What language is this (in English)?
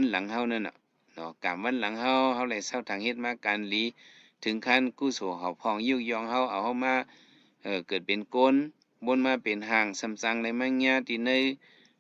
Shan